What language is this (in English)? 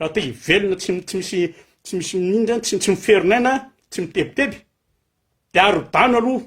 Malagasy